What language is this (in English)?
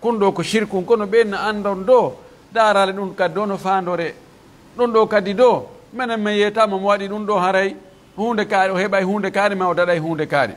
Pular